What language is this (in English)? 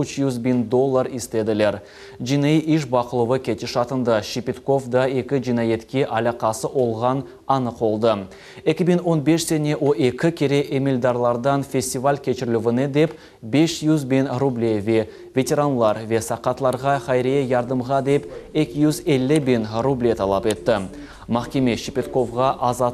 Crimean Tatar